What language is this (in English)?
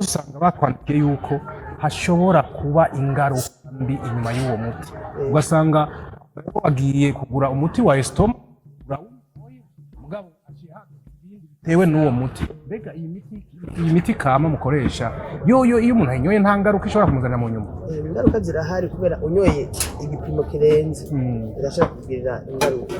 Rundi